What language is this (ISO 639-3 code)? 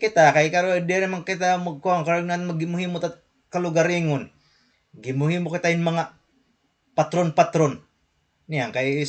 war